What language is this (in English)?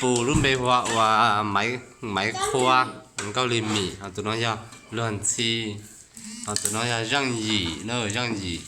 Hmong